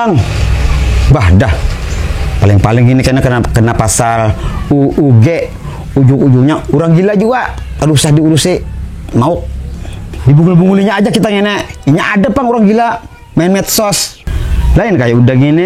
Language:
Banjar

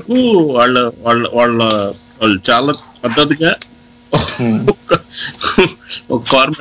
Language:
Telugu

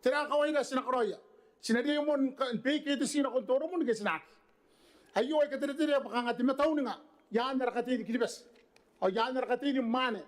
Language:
Gilbertese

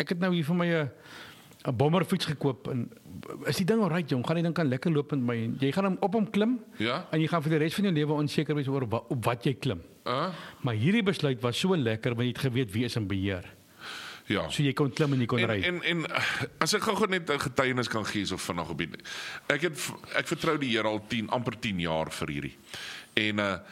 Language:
Afrikaans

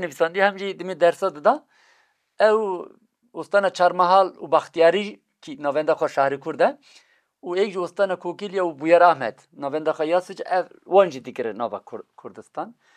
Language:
Kurdish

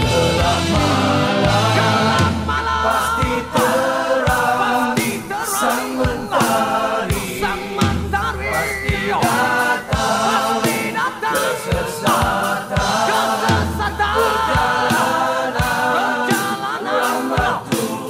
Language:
Malay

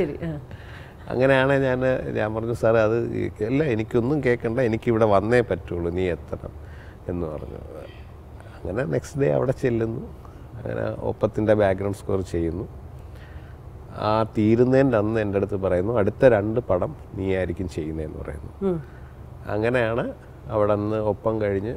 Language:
Malayalam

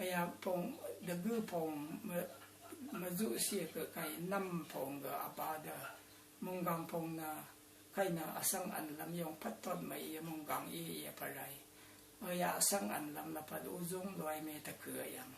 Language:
Rawang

